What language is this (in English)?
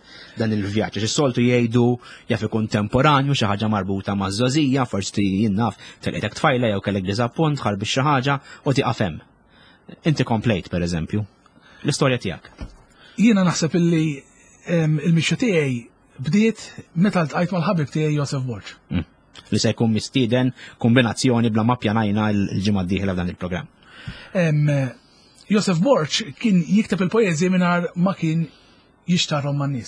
Maltese